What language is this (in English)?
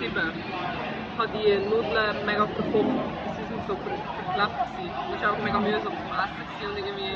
Swiss German